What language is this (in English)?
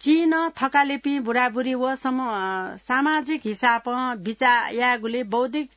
Newari